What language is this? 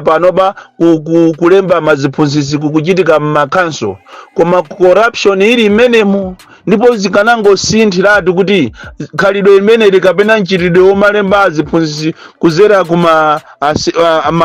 Nyanja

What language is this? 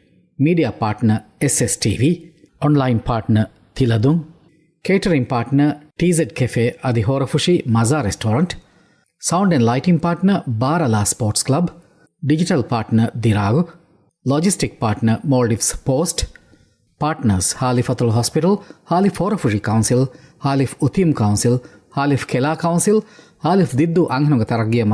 Divehi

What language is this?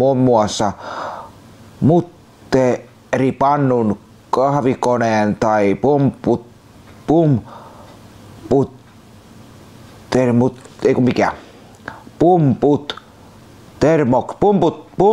Finnish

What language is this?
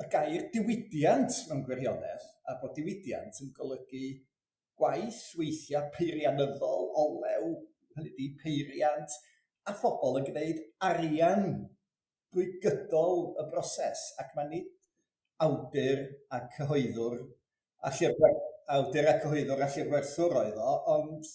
Welsh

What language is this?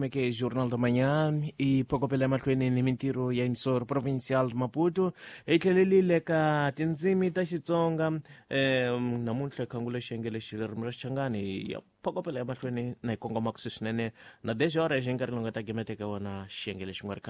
Tsonga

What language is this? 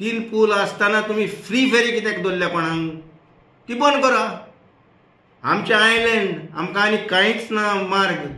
Konkani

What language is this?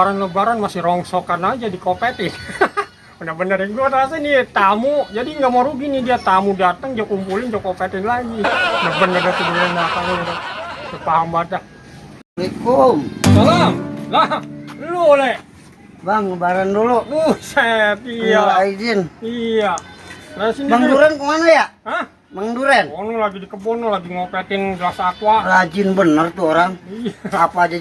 Betawi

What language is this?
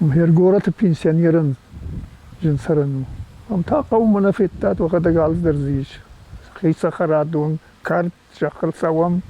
Ossetic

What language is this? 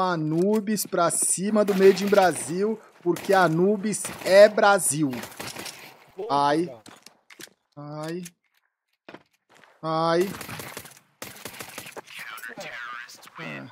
Portuguese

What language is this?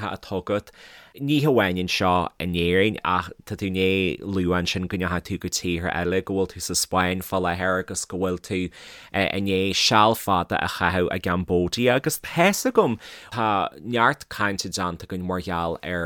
Irish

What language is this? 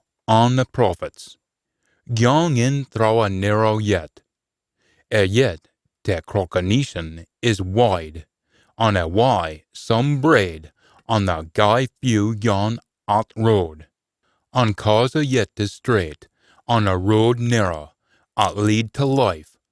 Scots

